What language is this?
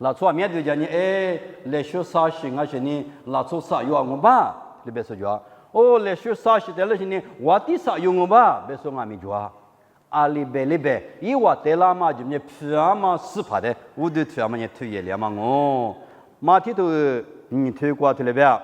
Lisu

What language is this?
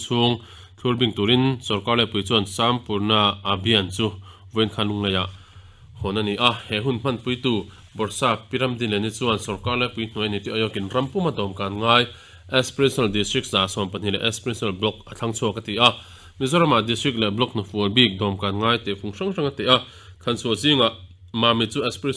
Mizo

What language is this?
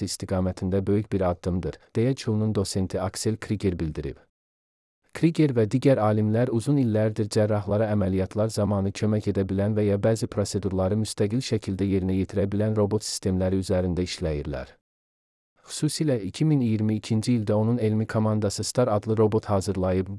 Azerbaijani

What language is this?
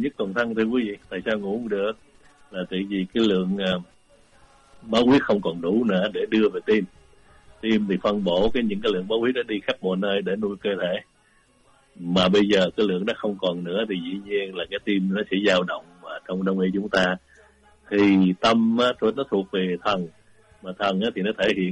Vietnamese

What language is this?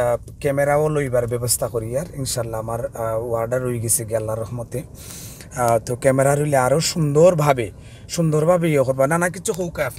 Sylheti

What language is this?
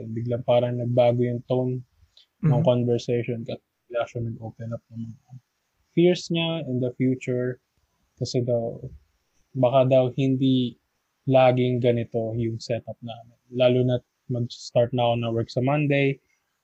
Filipino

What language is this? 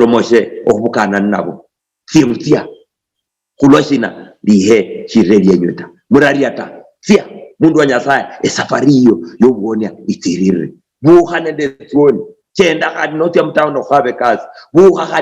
Luyia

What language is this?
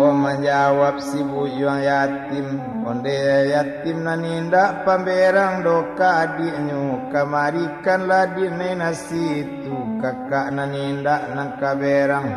Minangkabau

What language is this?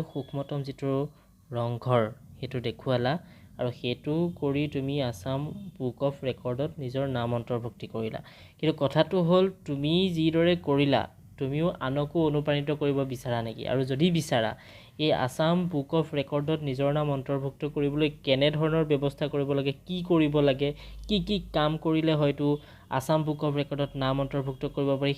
Assamese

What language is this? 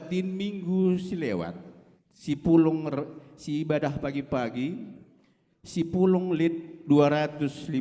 Batak Karo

